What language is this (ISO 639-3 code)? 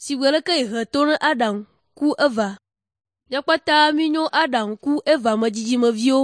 ewe